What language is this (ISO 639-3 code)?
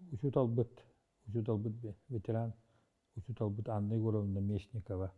sah